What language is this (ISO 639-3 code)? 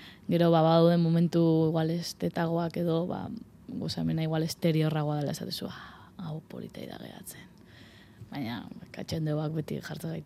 eus